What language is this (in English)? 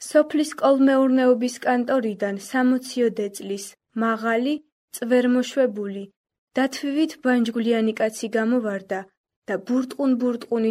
Georgian